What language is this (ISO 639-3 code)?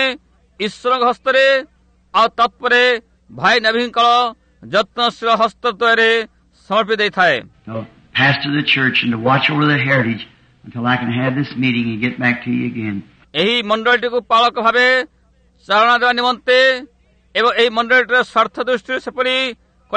ori